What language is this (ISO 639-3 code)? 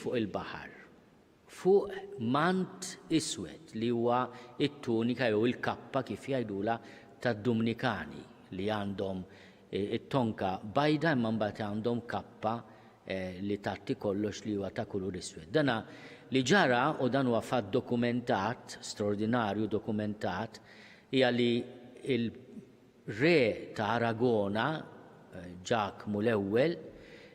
mlt